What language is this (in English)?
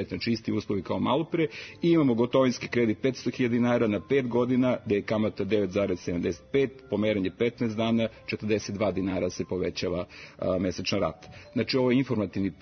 Serbian